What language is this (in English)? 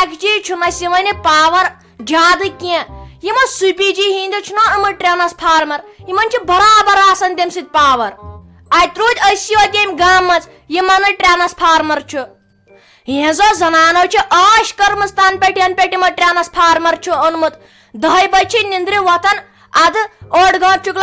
Kashmiri